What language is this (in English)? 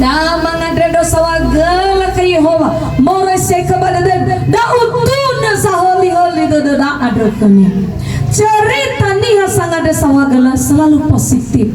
Nias